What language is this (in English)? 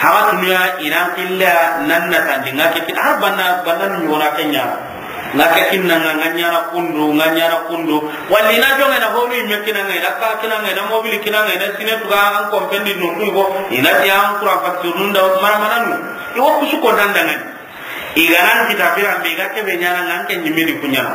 Soninke